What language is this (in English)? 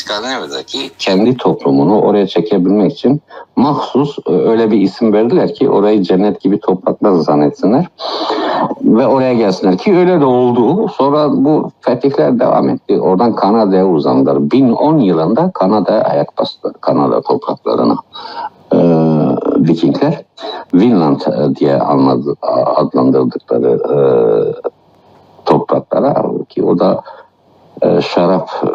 Turkish